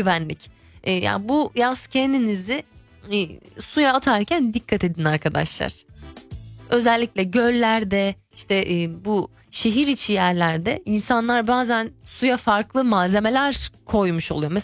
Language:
Turkish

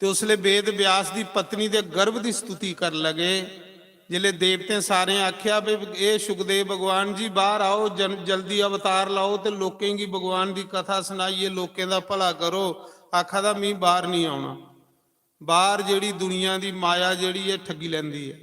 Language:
Dogri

